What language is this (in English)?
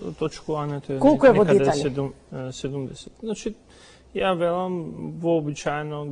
Macedonian